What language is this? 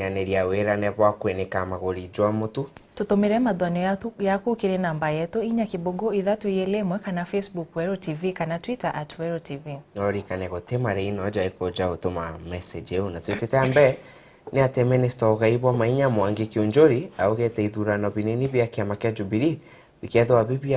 Meru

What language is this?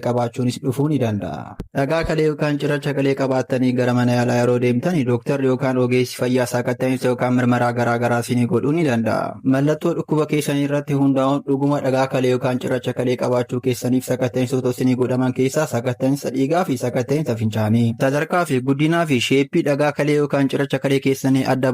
Oromo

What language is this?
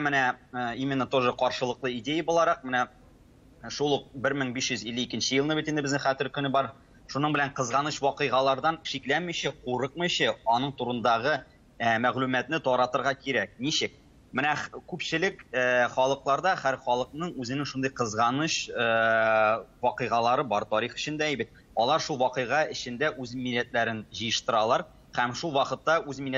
Tatar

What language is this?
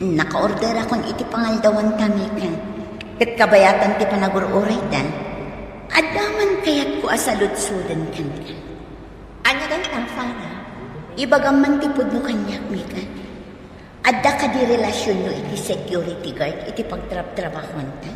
Iloko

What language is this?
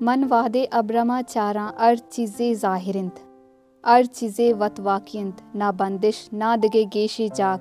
Baluchi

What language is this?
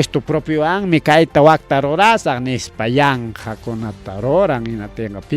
Ayacucho Quechua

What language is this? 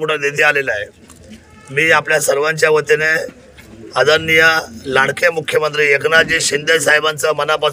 Marathi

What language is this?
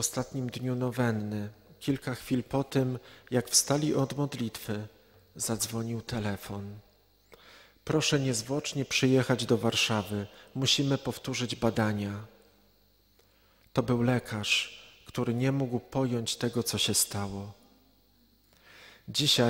Polish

